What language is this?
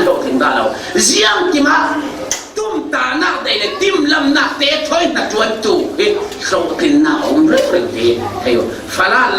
Falam Chin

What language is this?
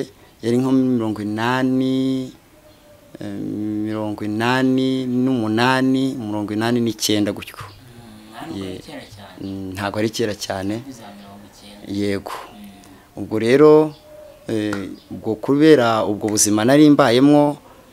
Kinyarwanda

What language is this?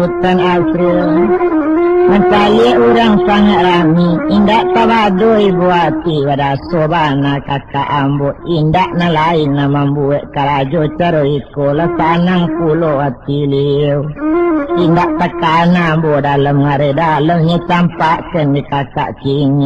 Minangkabau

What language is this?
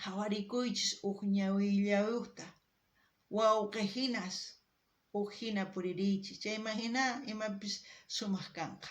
South Bolivian Quechua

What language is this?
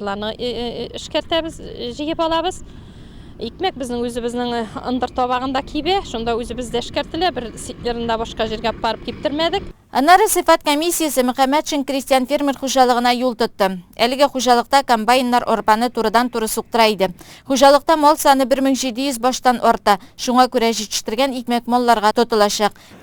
Tatar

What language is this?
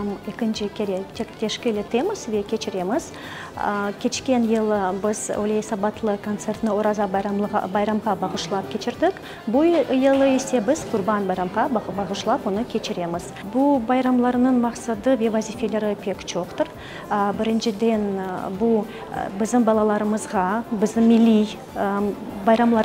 Crimean Tatar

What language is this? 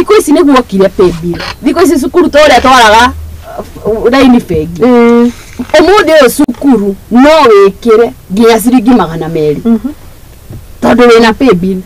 Kikuyu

